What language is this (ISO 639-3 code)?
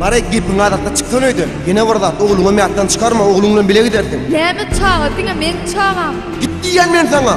tuk